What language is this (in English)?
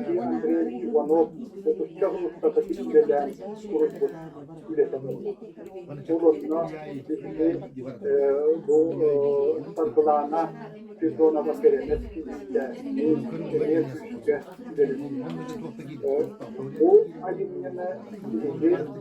Yakut